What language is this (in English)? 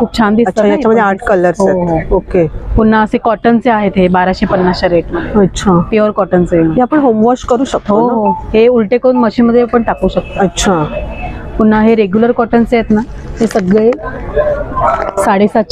Marathi